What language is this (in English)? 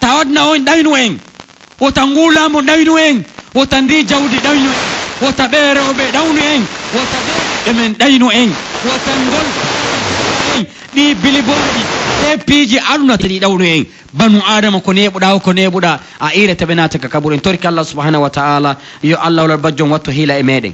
Pular